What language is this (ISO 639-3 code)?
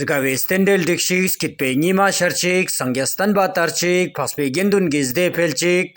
lbj